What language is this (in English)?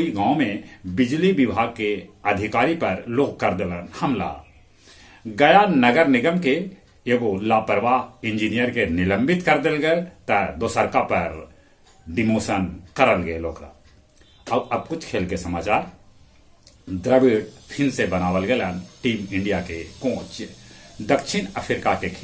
Magahi